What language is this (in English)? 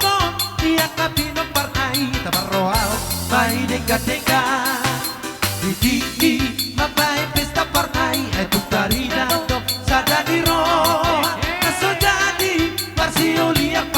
Batak Toba